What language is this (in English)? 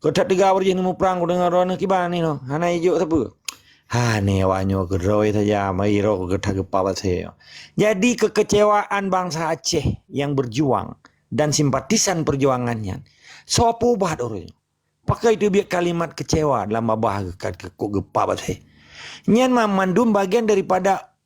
Achinese